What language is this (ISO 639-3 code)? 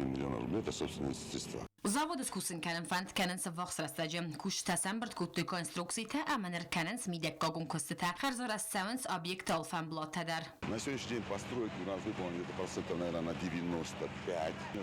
oss